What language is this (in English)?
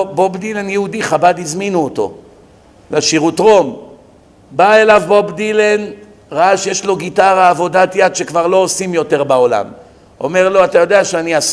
Hebrew